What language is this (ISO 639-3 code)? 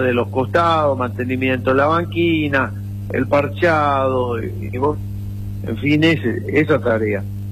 spa